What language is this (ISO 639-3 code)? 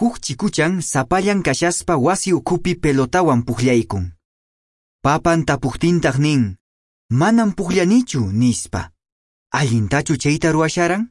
que